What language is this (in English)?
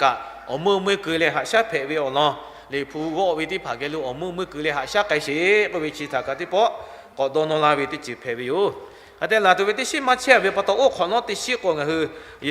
Lahu